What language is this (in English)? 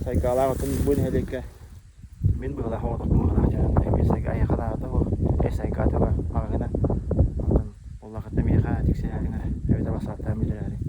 Yakut